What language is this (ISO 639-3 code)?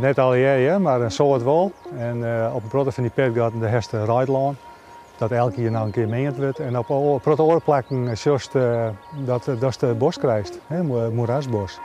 fry